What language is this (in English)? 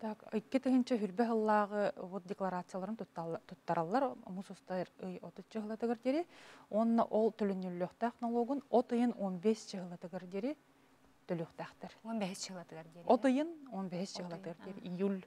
Yakut